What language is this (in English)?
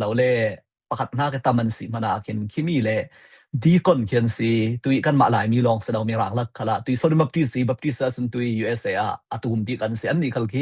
Falam Chin